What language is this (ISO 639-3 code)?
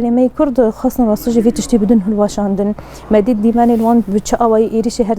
kur